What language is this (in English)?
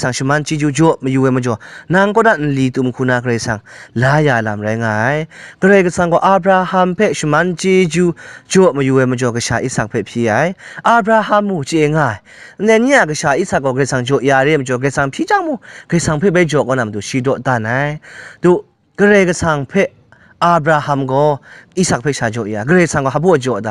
Kachin